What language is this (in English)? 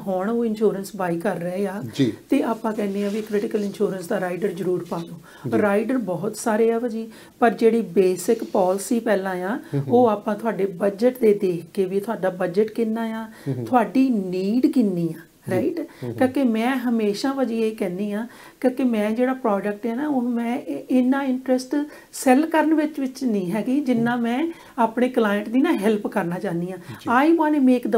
Punjabi